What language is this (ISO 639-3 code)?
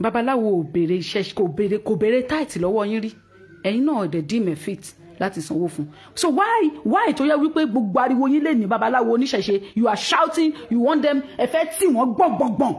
yor